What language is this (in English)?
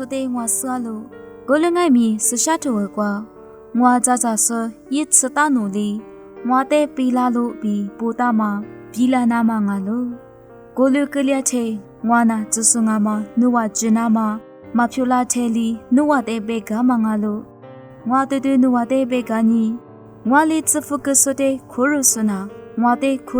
Lisu